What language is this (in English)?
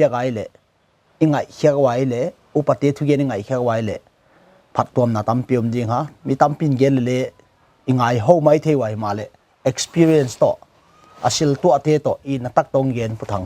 Paite Chin